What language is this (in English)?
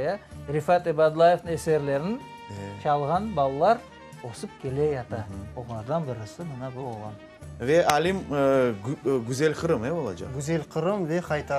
Crimean Tatar